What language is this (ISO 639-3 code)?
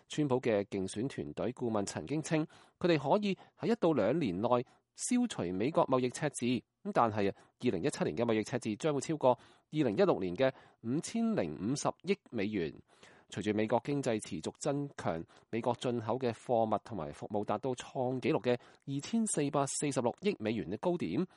yue